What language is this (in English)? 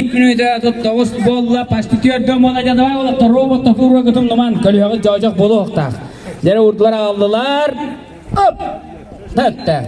Yakut